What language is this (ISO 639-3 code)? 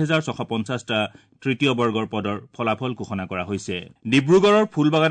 asm